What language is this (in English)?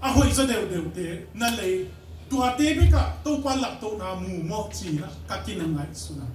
Tedim Chin